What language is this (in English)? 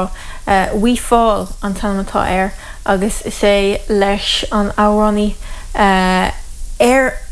Irish